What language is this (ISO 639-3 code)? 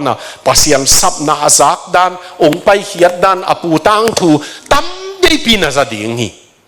ctd